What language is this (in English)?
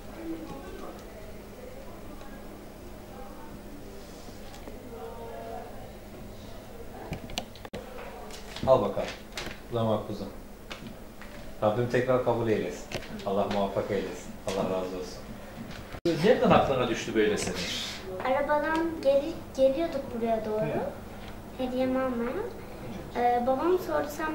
Turkish